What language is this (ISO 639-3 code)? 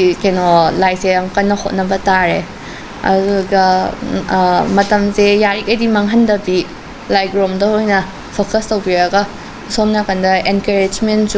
mni